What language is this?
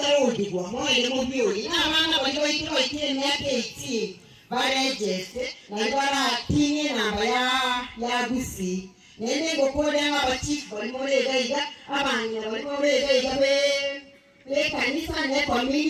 Gusii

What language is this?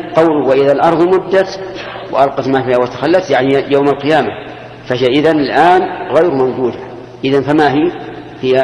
Arabic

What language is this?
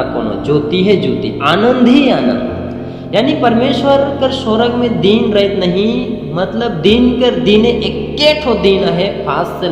Sadri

